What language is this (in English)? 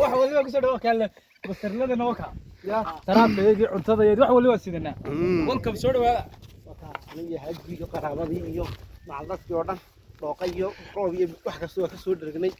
Somali